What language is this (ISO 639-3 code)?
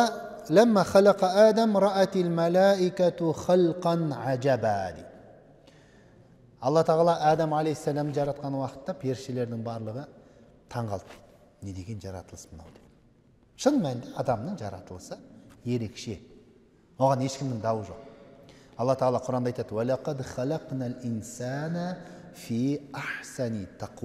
kaz